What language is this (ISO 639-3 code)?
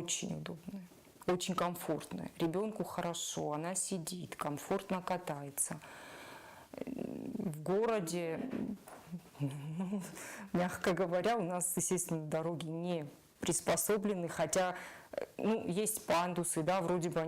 oss